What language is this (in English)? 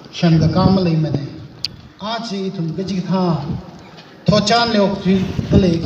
Tangkhul Naga (India)